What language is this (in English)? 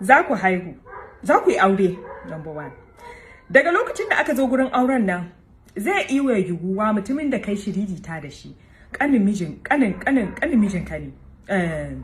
Hausa